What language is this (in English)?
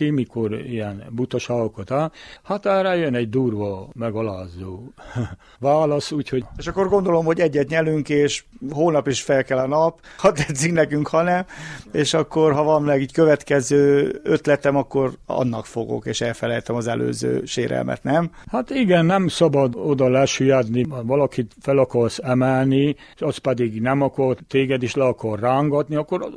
Hungarian